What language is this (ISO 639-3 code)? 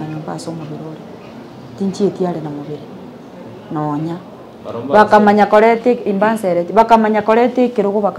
guz